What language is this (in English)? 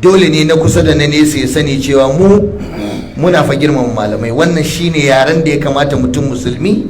Hausa